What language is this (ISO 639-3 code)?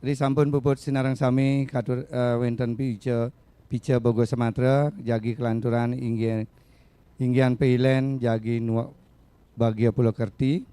ban